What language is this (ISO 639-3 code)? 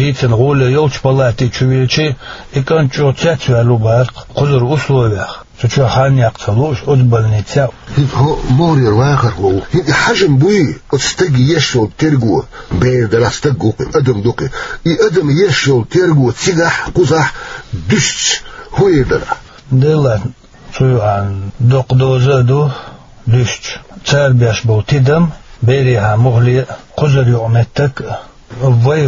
che